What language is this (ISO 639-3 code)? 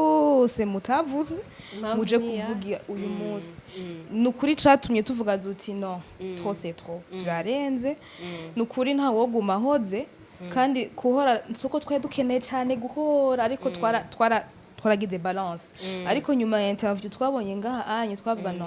run